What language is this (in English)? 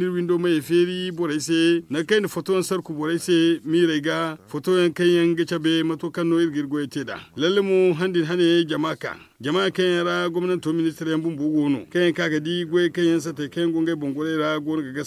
Zarma